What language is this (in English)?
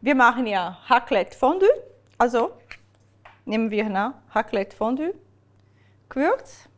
Swiss German